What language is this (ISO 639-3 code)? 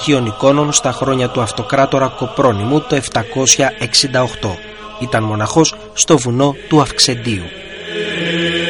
ell